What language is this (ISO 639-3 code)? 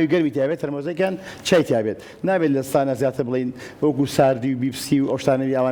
ckb